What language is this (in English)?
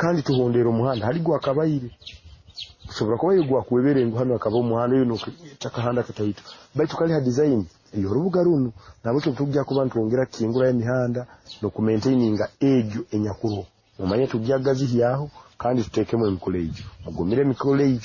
Nyoro